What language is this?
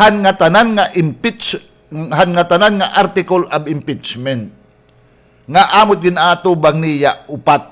Waray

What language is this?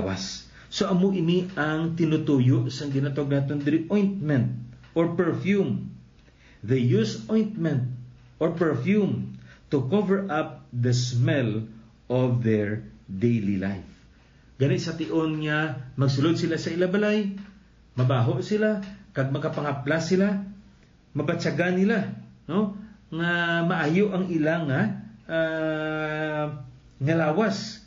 Hiligaynon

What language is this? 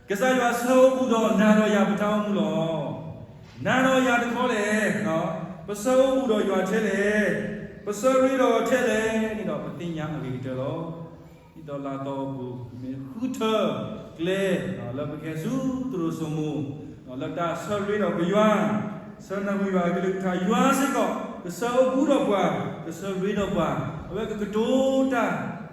S'gaw Karen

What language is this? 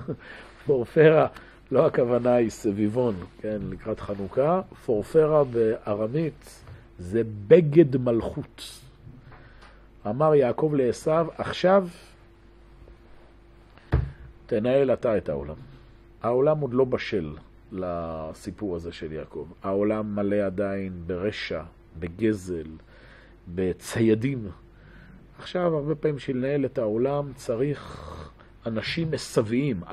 Hebrew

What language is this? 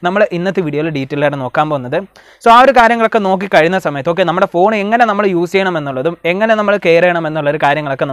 Malayalam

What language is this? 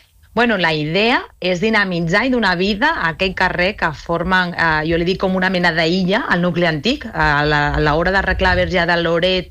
Catalan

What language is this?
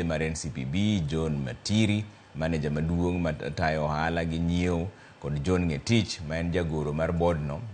Luo (Kenya and Tanzania)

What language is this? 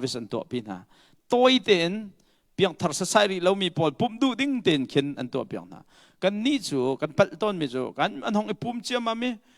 Hakha Chin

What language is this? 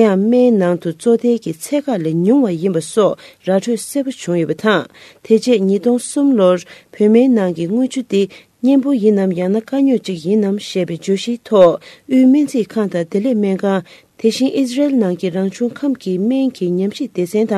Tibetan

